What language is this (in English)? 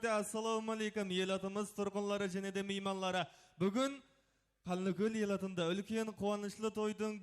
Kara-Kalpak